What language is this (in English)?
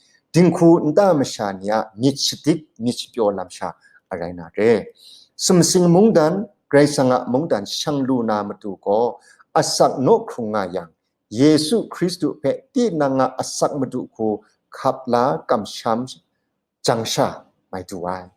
Kachin